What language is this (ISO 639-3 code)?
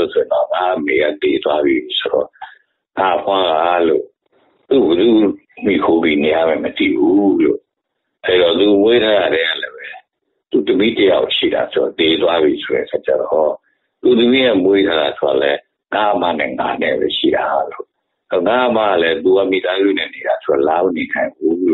mya